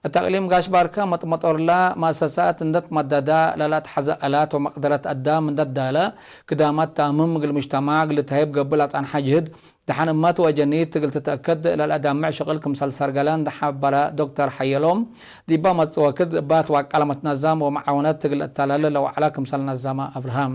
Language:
Tigre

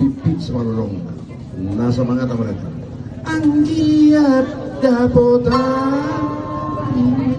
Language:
Batak Toba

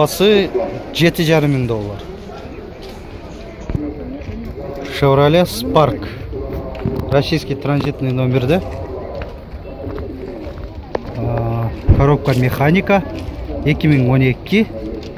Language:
Kyrgyz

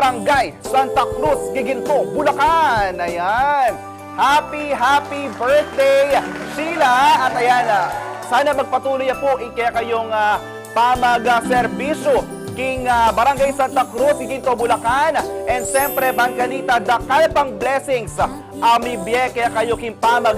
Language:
Pampanga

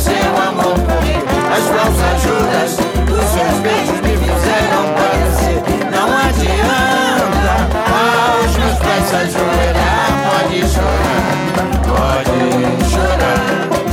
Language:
Portuguese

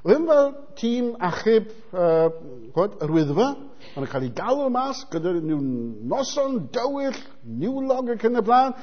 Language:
Welsh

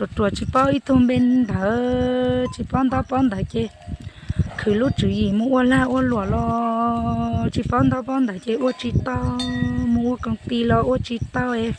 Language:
Hmong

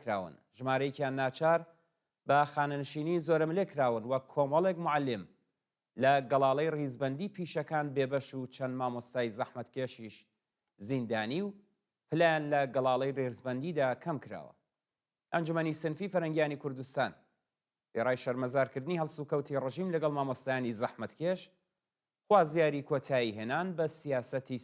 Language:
Central Kurdish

